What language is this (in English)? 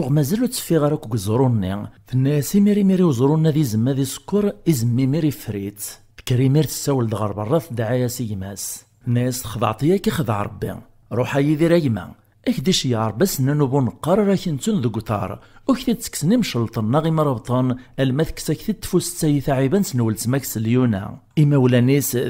Kabyle